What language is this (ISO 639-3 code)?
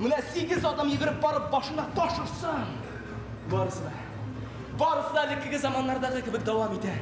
tat